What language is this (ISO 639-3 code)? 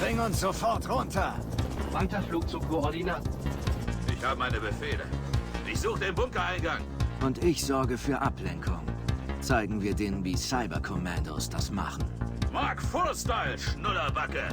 bar